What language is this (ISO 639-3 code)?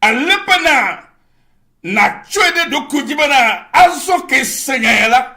ewe